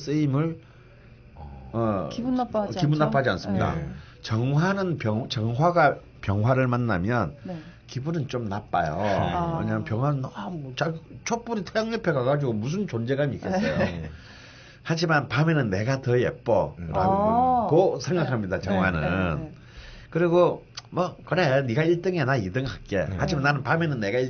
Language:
Korean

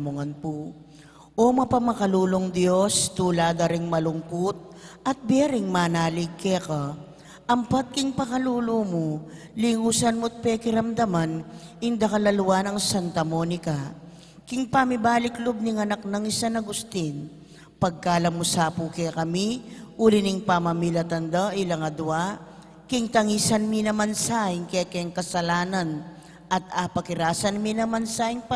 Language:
Pampanga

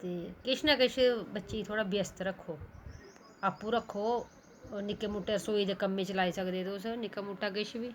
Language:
Dogri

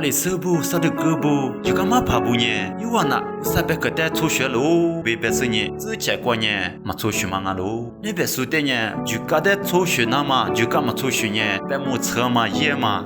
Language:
Lisu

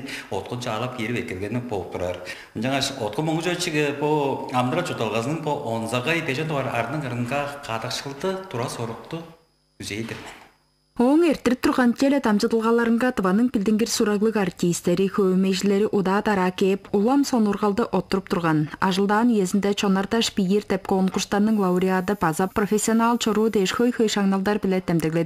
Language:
Tuvinian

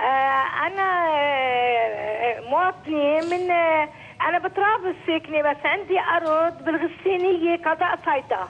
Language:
North Levantine Arabic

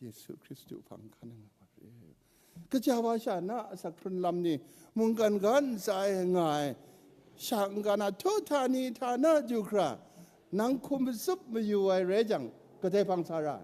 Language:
Kachin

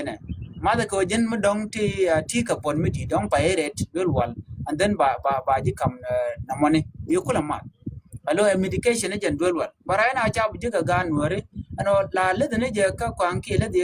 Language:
Nuer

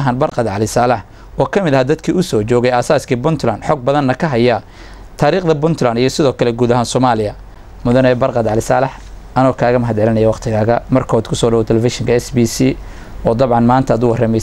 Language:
Somali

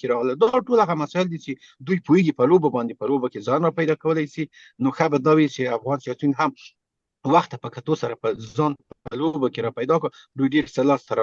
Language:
Pashto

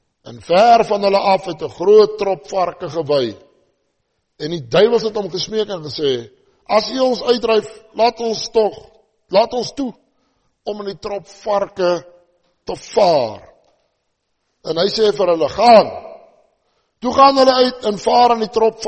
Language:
Afrikaans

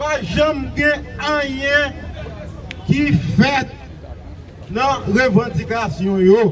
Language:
Haitian Creole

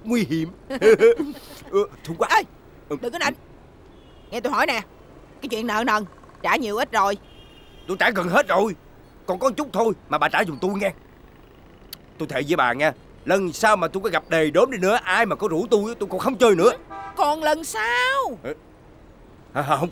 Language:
Vietnamese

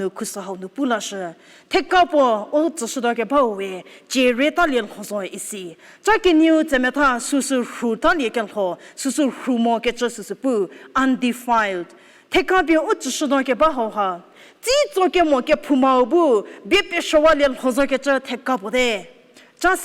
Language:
Angami Naga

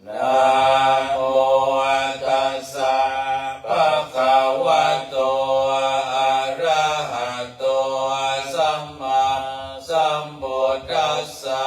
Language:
Pali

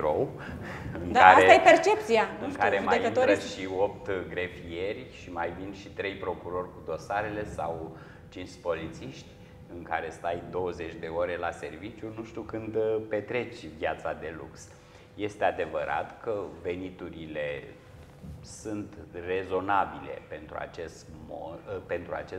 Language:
Romanian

